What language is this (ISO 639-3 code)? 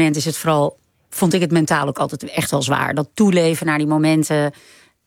nld